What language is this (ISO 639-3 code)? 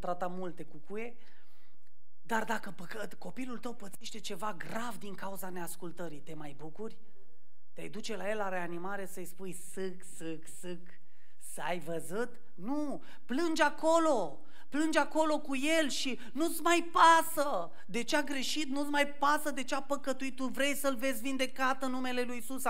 ron